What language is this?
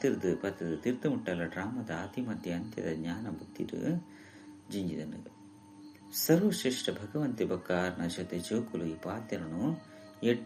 Tulu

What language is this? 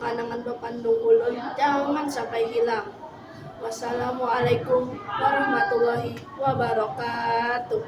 Banjar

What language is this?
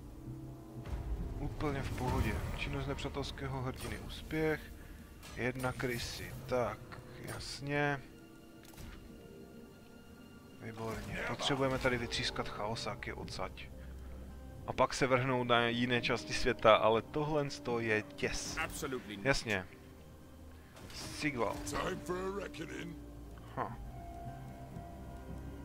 Czech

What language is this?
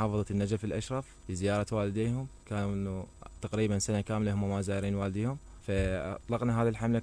Mesopotamian Arabic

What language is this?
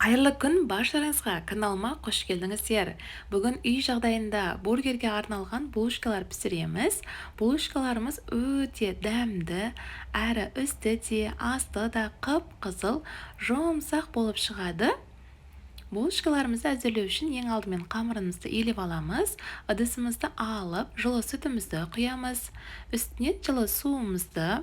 Kazakh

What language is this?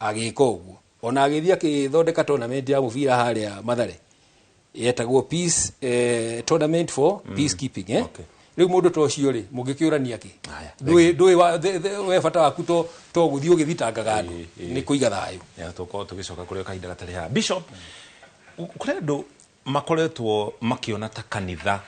Kikuyu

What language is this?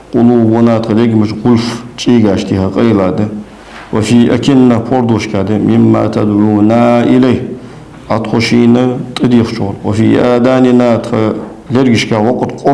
Ingush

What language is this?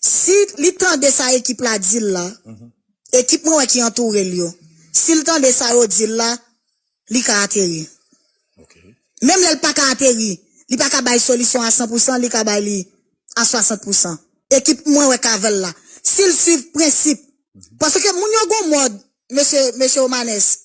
Haitian Creole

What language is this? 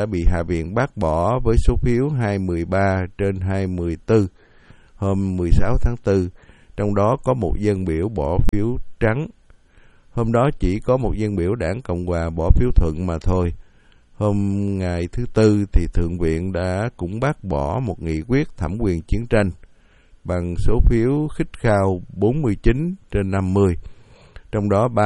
Vietnamese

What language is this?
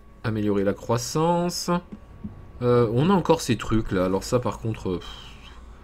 French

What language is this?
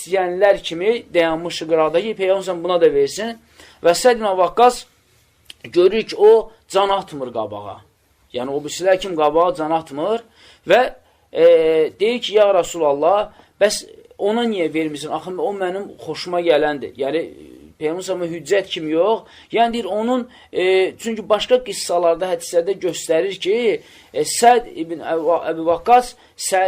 Azerbaijani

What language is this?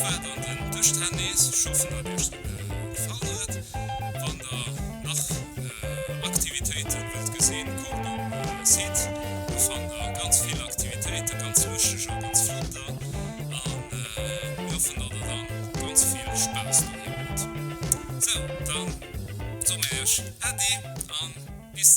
Luxembourgish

